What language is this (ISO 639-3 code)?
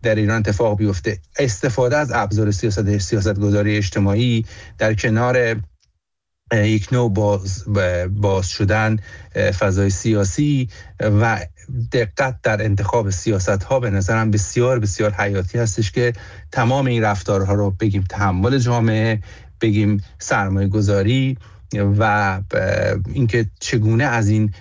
fas